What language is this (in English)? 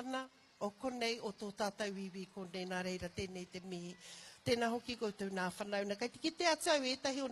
Māori